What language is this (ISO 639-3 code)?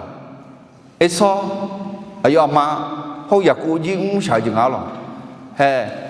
ahk